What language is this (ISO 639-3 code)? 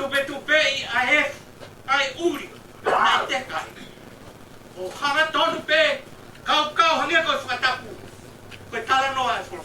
ton